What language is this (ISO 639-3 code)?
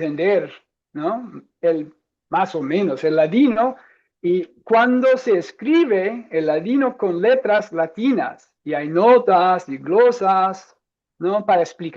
lad